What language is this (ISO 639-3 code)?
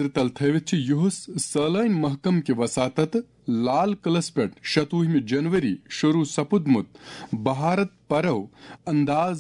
kas